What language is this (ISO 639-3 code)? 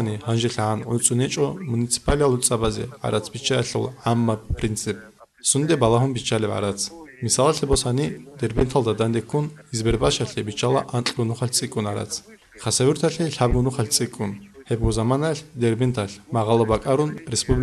ava